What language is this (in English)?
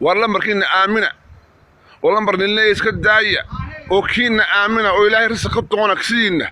Somali